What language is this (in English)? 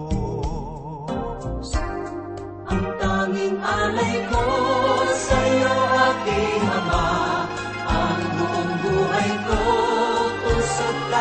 Filipino